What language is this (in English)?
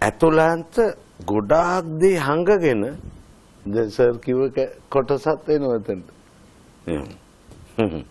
Sinhala